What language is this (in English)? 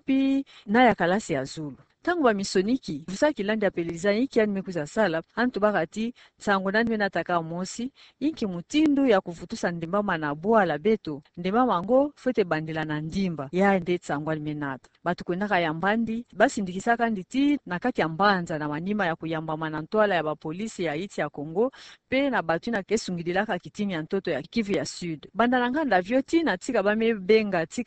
Kituba (Democratic Republic of Congo)